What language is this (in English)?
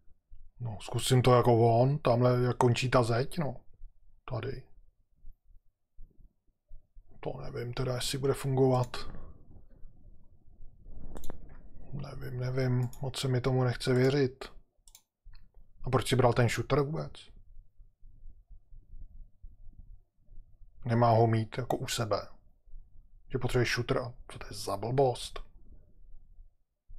Czech